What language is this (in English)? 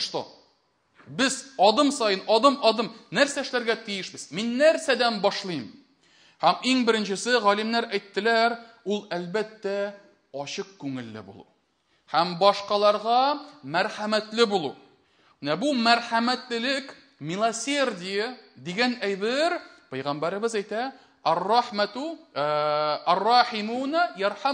Tatar